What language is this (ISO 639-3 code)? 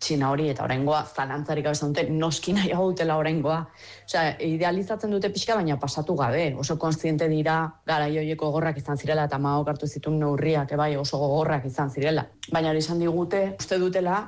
eus